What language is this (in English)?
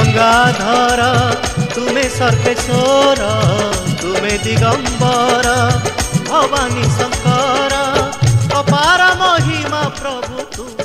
Hindi